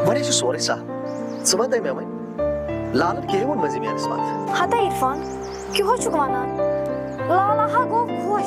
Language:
Kashmiri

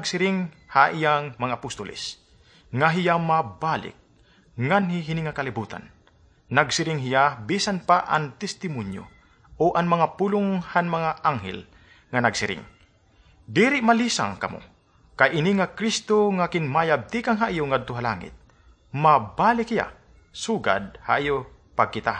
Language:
Waray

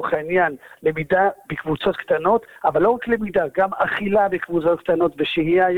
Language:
Hebrew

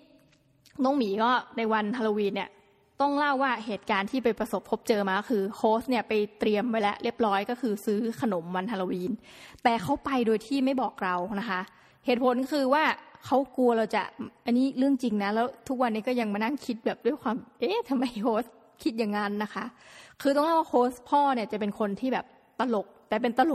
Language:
Thai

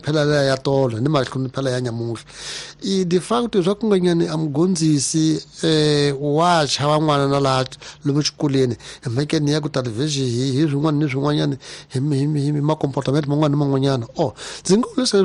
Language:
Tsonga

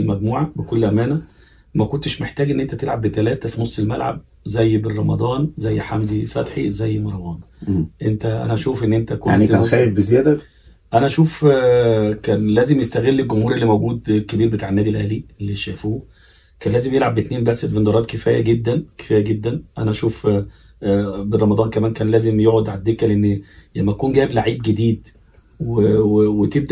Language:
Egyptian Arabic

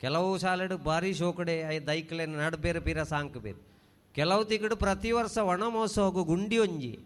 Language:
Tulu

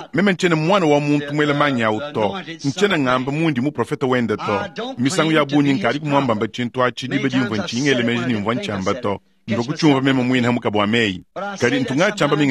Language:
Luba-Lulua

